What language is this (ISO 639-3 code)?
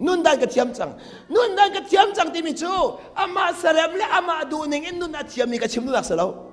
cnh